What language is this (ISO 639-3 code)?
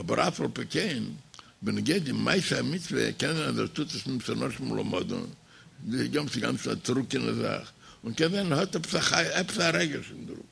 yid